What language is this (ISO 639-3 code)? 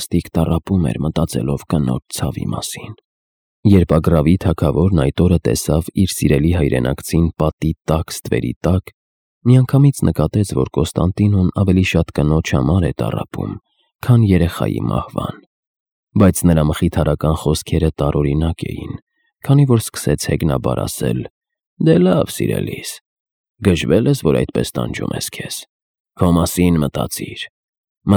hye